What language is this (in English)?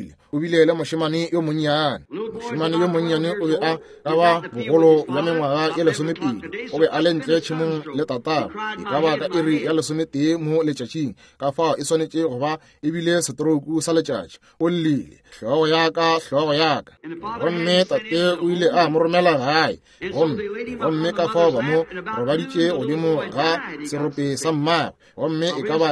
Northern Sotho